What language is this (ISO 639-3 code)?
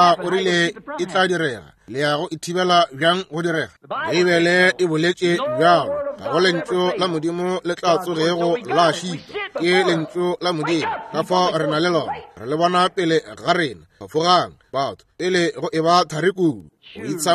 nso